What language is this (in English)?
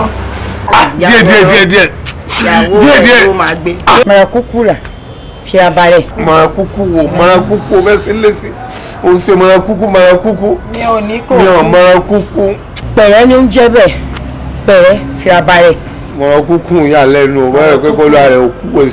Yoruba